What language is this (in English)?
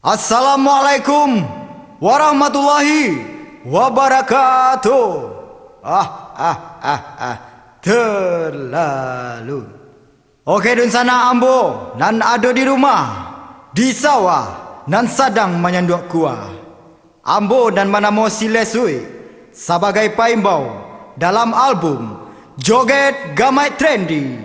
Minangkabau